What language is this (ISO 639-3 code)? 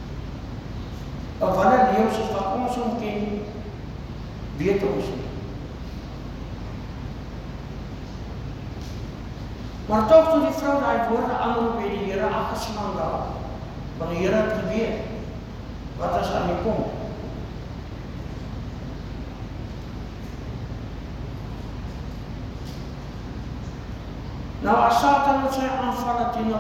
afr